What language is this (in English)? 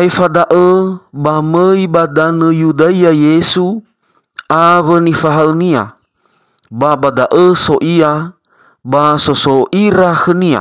Nias